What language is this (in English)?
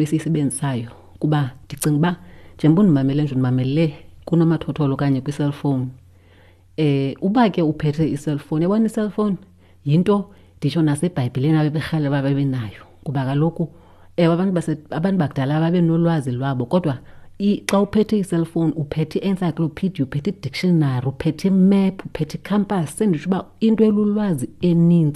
Xhosa